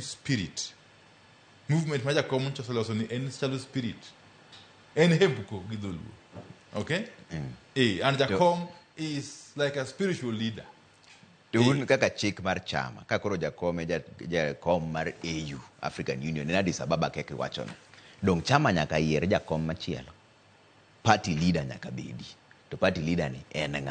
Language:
Luo (Kenya and Tanzania)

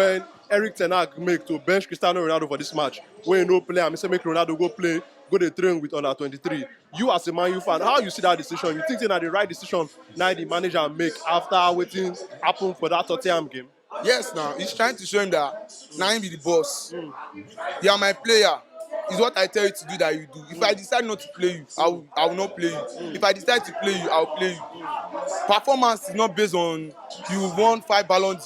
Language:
Nigerian Pidgin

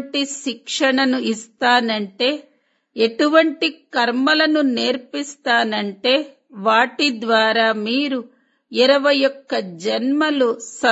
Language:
Telugu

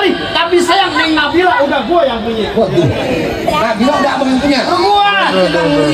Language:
Betawi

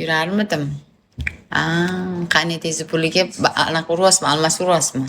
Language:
Uzbek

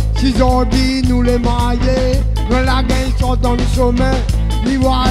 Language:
Réunion Creole French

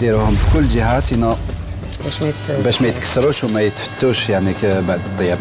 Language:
Algerian Arabic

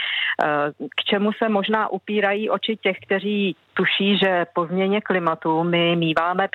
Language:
Czech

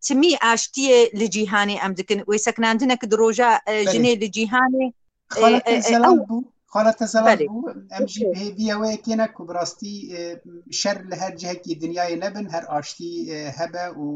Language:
Kurdish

